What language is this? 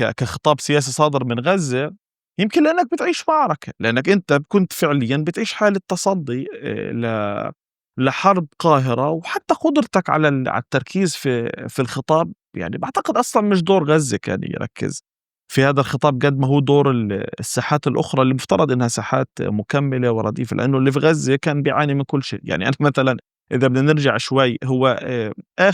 North Levantine Arabic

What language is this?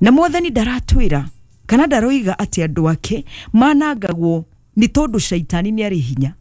Kikuyu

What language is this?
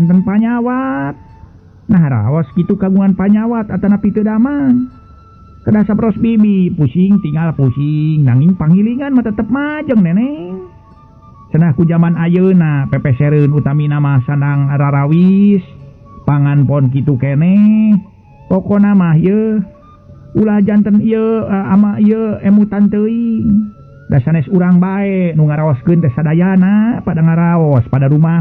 Sundanese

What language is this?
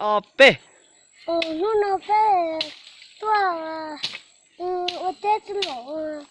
Hmong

